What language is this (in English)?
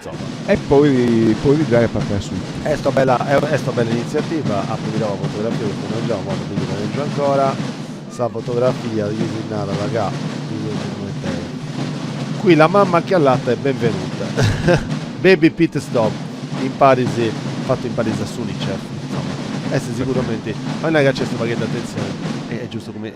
Sardinian